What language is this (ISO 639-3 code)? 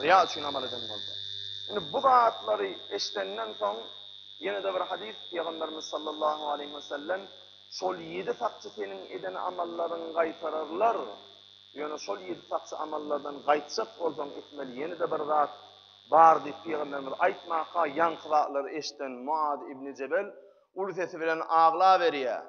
tuk